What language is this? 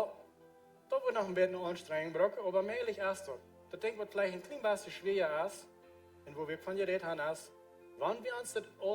Plautdietsch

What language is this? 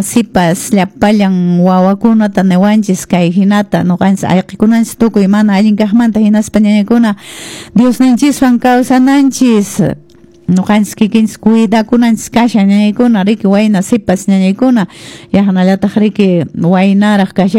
Quechua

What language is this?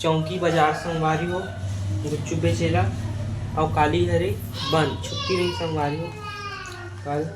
Chhattisgarhi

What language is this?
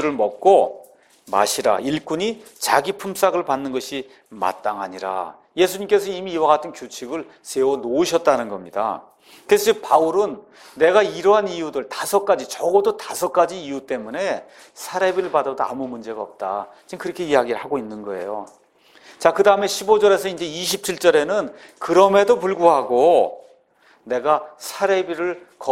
Korean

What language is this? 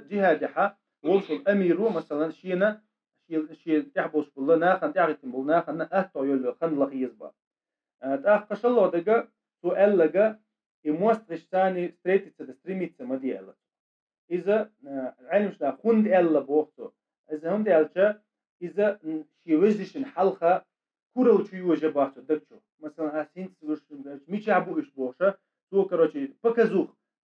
Chechen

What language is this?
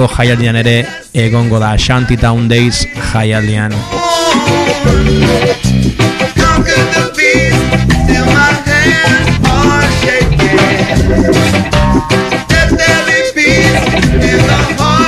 Basque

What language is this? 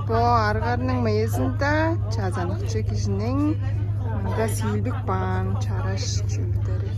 Tuvinian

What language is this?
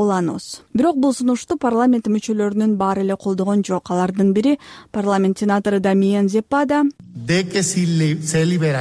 Kyrgyz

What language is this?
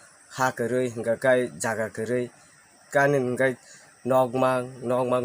Kok Borok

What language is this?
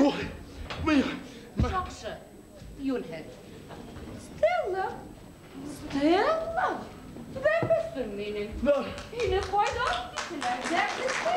Bashkir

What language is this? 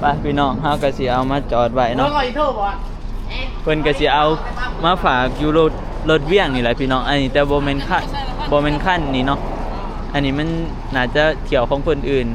Northeastern Thai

